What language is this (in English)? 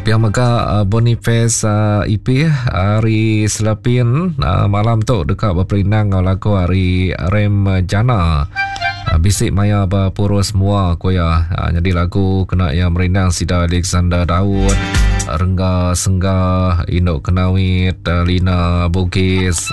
Iban